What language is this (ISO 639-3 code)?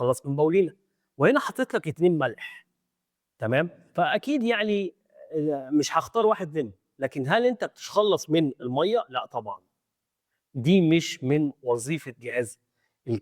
arz